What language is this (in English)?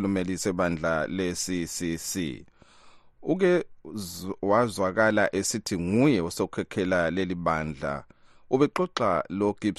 North Ndebele